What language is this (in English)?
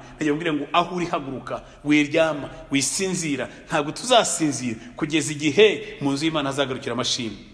Kinyarwanda